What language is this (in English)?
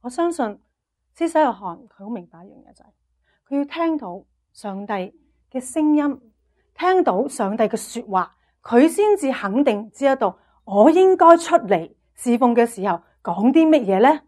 Cantonese